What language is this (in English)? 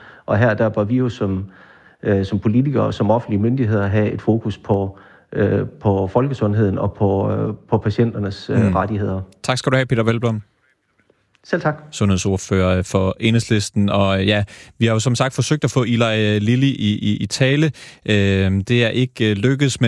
Danish